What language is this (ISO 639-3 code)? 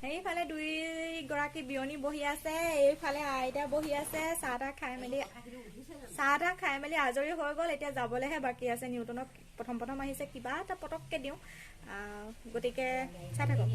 asm